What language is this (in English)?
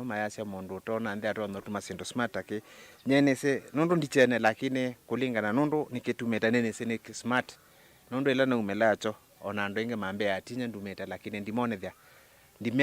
Kamba